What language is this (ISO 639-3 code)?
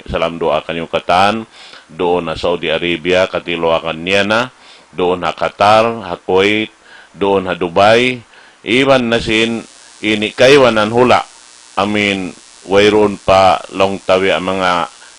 tsg